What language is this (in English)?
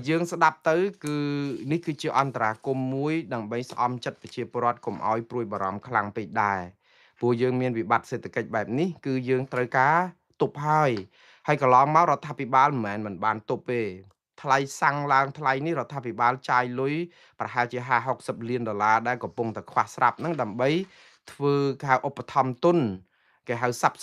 Khmer